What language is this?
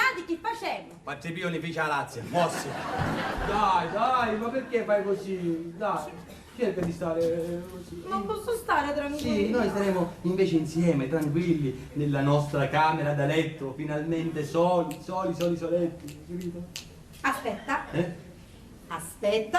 Sicilian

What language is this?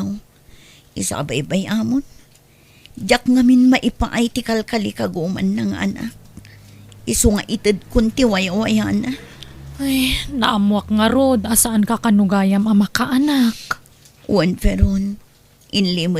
Iloko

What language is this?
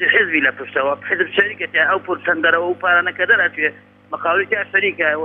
Central Kurdish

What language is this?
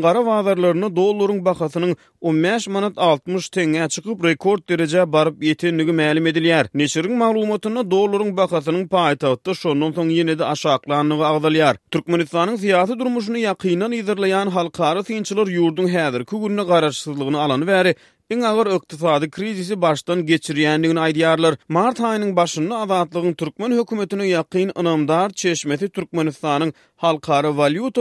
Turkmen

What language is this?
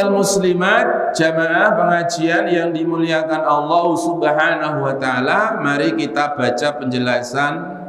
Indonesian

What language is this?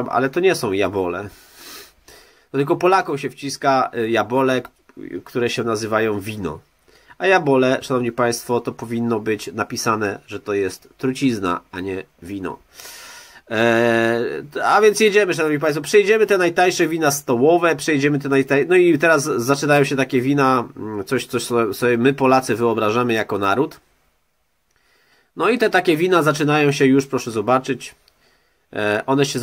Polish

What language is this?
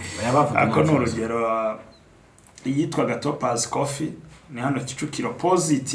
Kinyarwanda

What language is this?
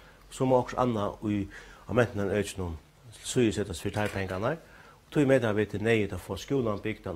Faroese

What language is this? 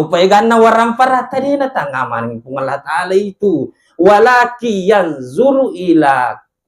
Buginese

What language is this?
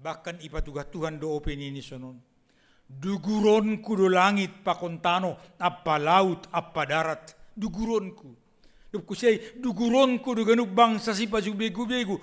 Batak Simalungun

